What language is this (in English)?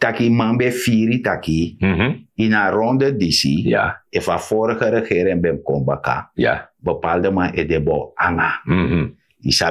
Sranan Tongo